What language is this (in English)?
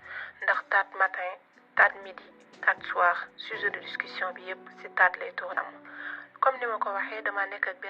Wolof